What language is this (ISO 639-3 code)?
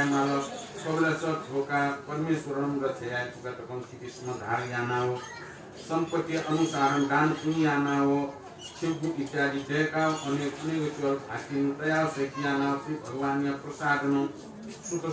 new